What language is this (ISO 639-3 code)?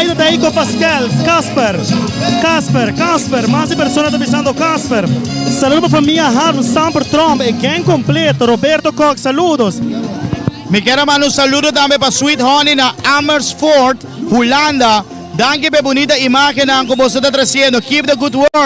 pap